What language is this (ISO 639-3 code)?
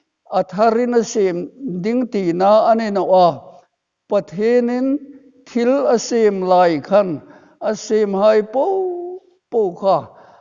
hmr